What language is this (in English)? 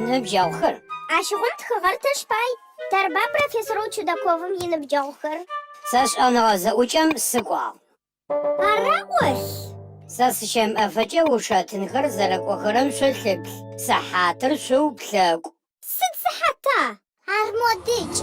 Adyghe